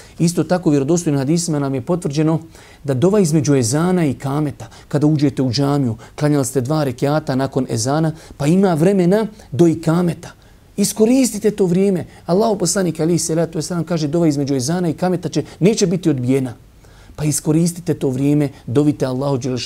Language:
Bosnian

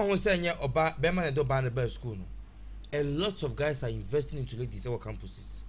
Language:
Akan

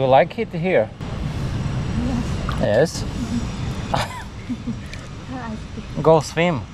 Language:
Slovak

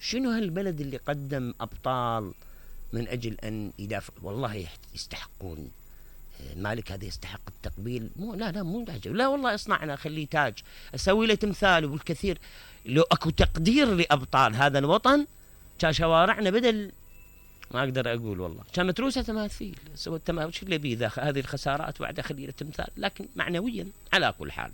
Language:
Mesopotamian Arabic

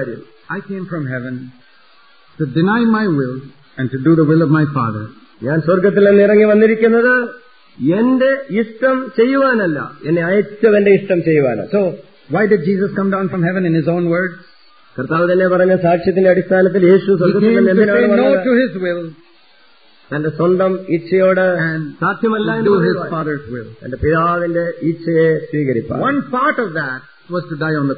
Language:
Malayalam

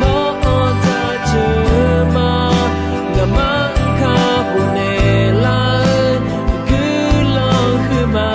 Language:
Akha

